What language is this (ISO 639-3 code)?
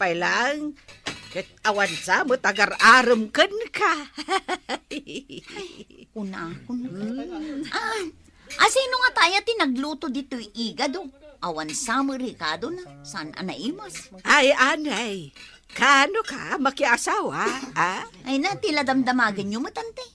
ilo